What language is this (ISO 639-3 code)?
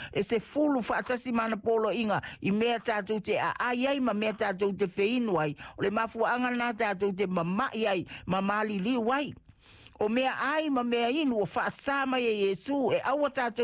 smo